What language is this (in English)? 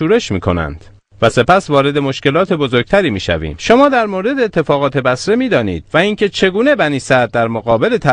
Tajik